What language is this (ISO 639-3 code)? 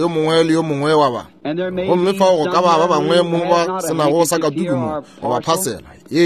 nso